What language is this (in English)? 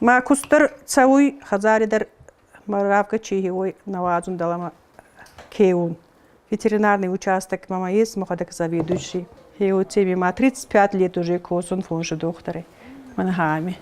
Ossetic